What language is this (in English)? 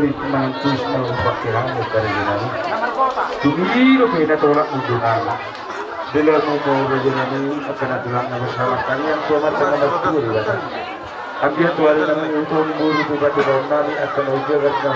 Batak Toba